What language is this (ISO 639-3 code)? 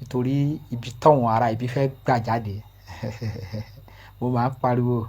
yor